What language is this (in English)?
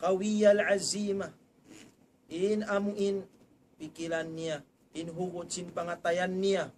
Tausug